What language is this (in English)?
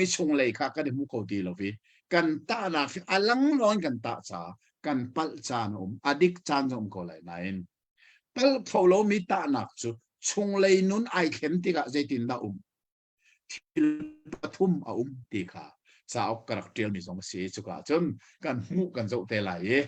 Hakha Chin